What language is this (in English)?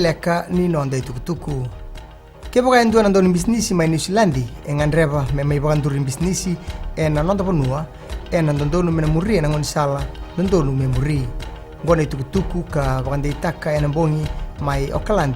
Fijian